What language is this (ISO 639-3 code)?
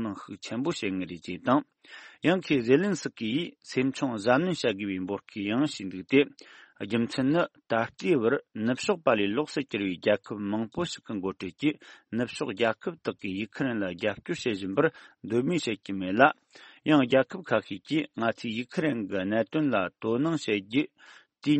bod